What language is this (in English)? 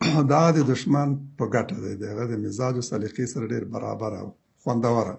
Pashto